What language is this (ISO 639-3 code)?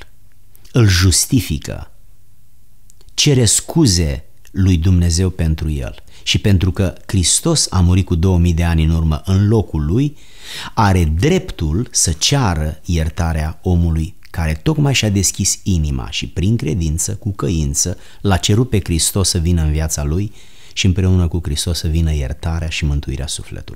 ron